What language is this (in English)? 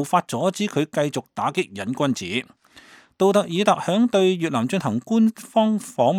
Cantonese